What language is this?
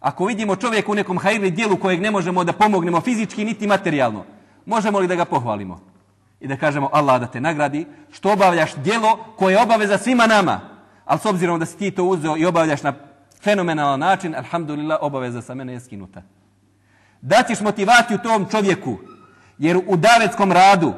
Bosnian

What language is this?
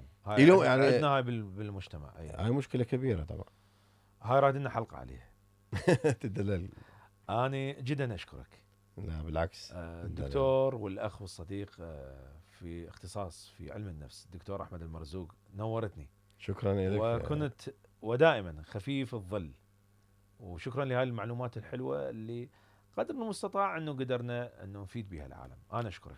Mesopotamian Arabic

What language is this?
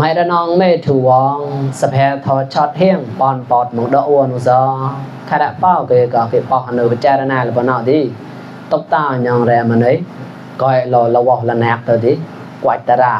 Mon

